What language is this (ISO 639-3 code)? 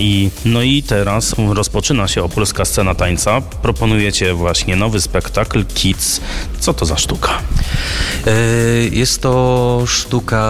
pol